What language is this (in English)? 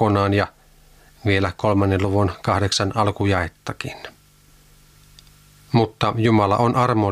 Finnish